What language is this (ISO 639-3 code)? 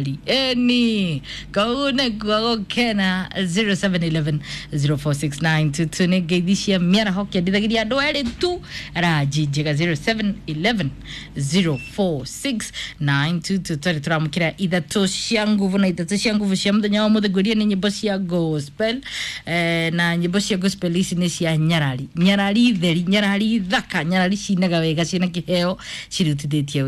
kik